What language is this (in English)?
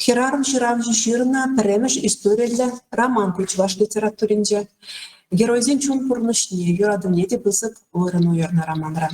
Chuvash